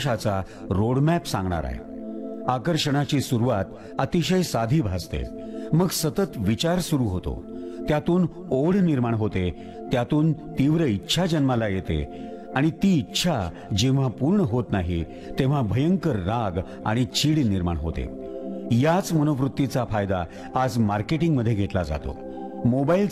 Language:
Marathi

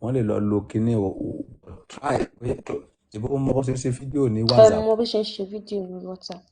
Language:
Yoruba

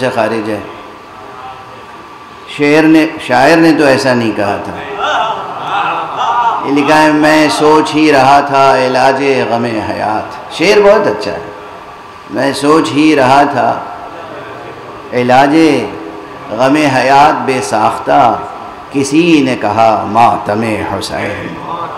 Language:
Urdu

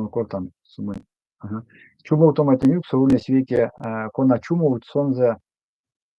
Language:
Erzya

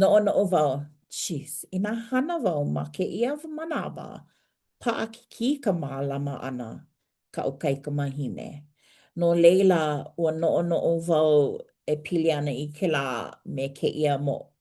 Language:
Hawaiian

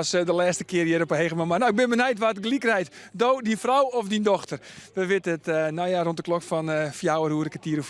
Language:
Western Frisian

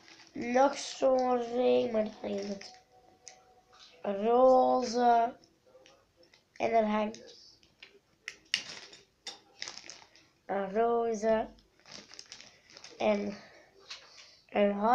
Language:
Dutch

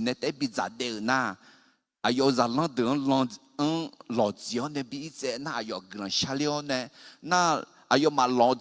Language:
Akha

